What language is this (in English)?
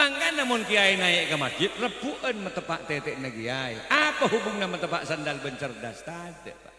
Madurese